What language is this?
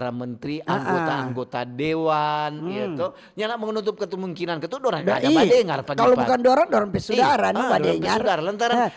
Manado Malay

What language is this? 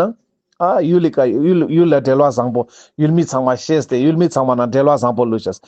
Ladakhi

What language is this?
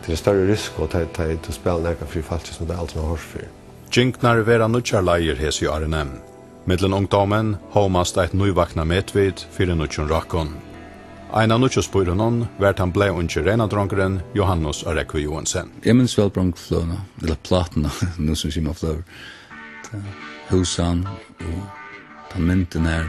Faroese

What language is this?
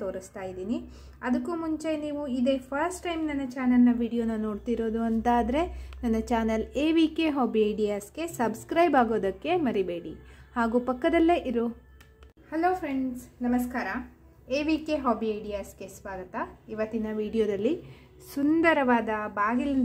Kannada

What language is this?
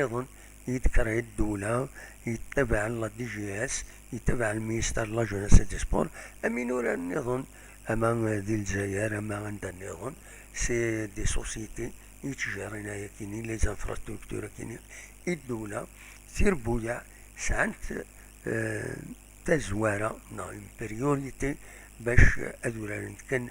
Kabyle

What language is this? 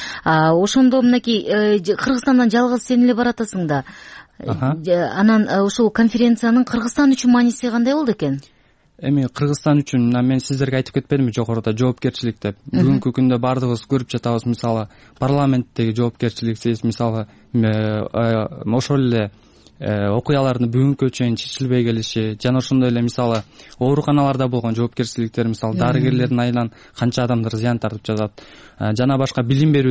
Kyrgyz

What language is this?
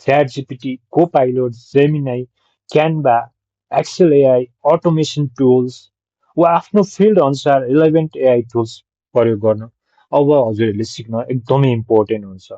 Nepali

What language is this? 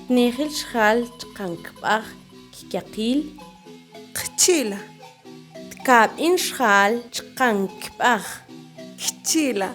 Mam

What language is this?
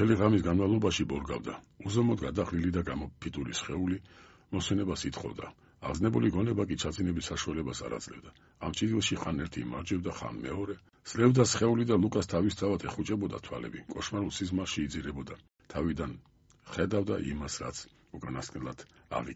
Georgian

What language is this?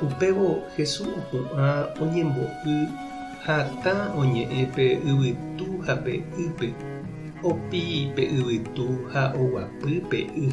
Guarani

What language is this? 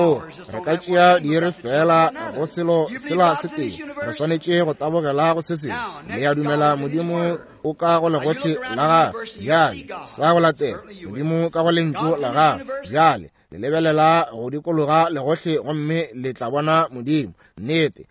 Northern Sotho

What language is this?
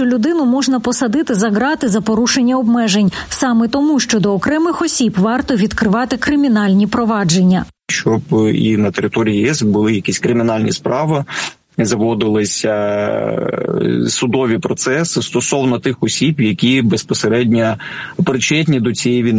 Ukrainian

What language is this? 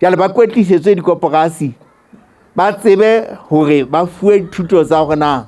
Southern Sotho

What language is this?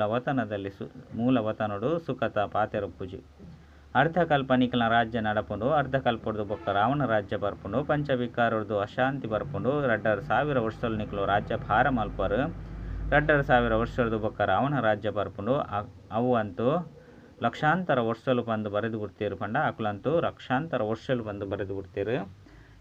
Tulu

